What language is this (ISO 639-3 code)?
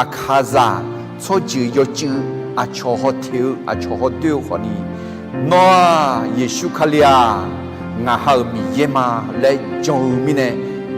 ahk